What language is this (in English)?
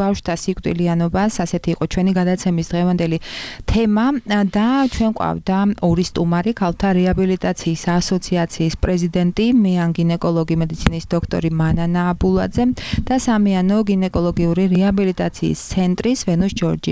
Georgian